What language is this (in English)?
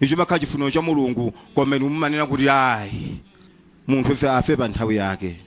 Nyanja